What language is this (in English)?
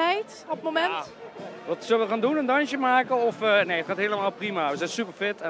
Dutch